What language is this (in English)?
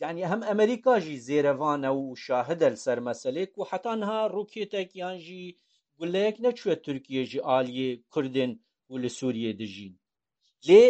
Kurdish